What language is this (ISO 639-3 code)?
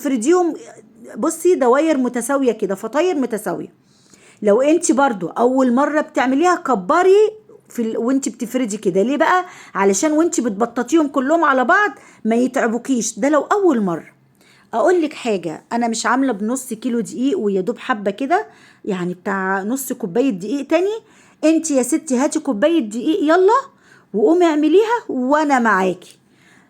arz